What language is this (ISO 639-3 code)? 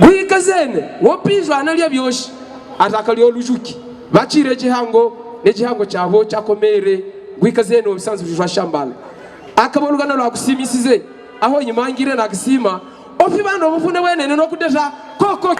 hav